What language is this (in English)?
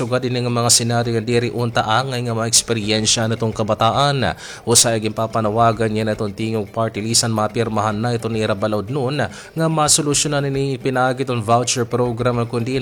Waray